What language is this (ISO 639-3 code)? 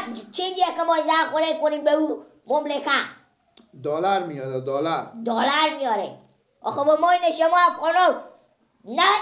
fas